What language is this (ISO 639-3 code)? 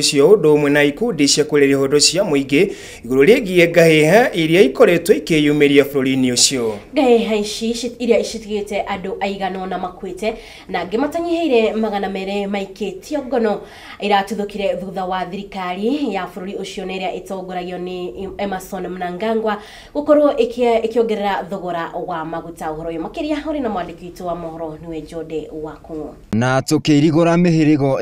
kik